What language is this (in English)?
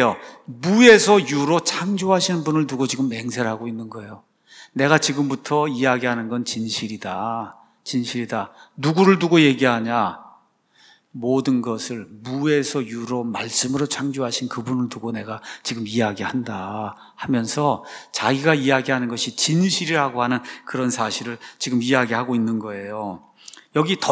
Korean